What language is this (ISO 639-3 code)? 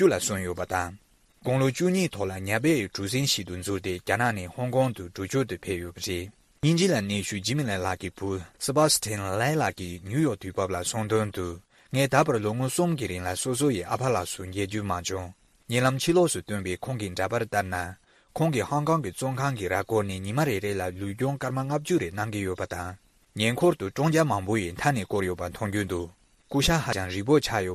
bod